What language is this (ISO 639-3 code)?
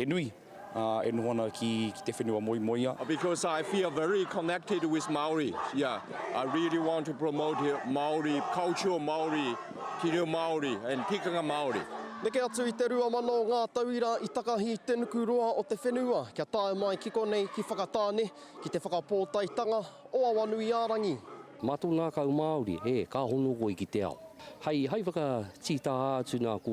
mri